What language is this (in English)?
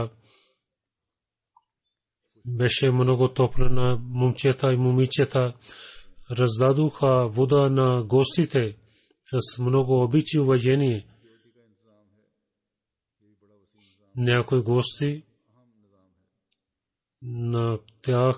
Bulgarian